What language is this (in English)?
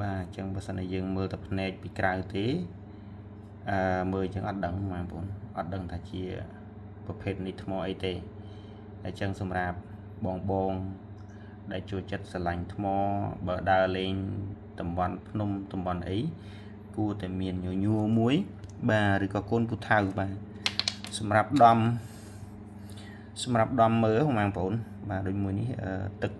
Khmer